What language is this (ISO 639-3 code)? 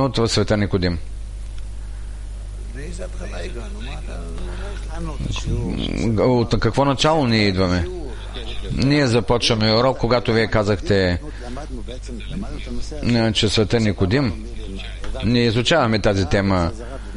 bul